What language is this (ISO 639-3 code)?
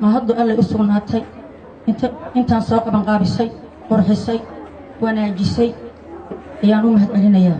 som